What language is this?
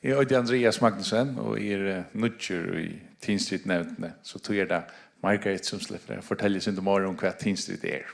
Faroese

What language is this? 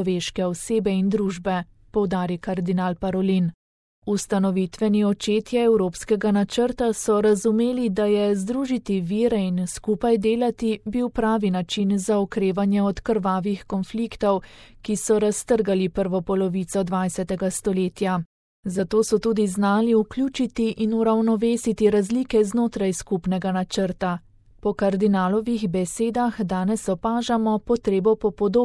Slovenian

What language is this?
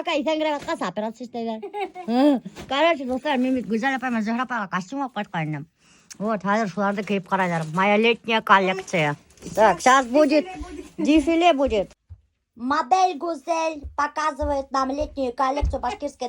Bashkir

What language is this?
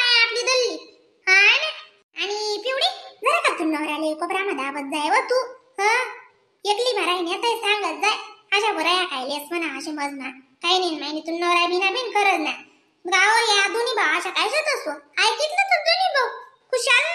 Khandesi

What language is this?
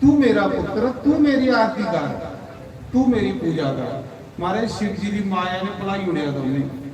Dogri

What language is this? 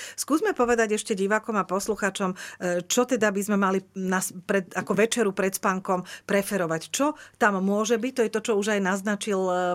Slovak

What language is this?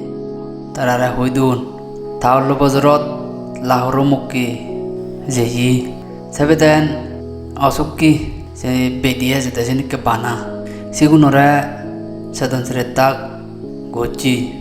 Chakma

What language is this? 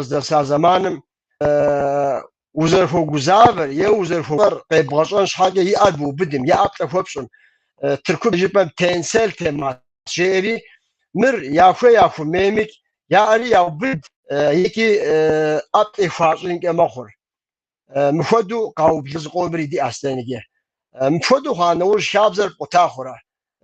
Kabardian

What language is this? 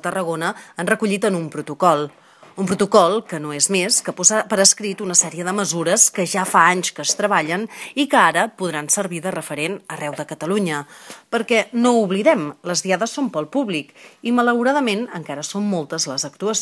Catalan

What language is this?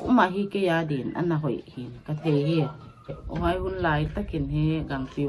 Paite Chin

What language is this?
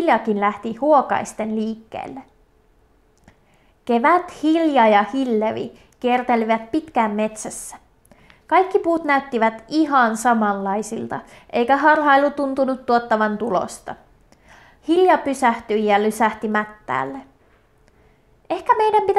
Finnish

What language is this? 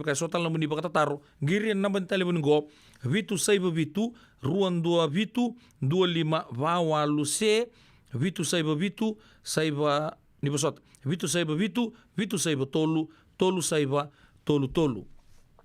Fijian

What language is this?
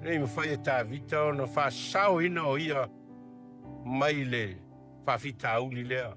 Samoan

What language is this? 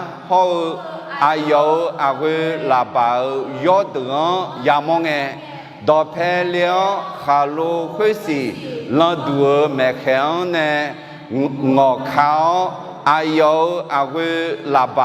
Akha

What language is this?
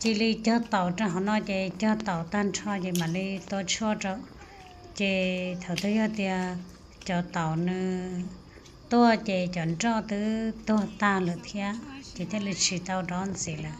Hmong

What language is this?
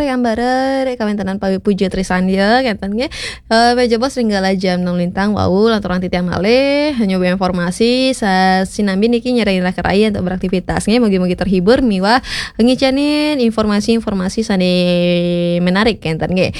Balinese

